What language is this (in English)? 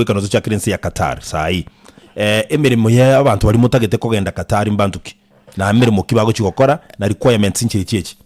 Gusii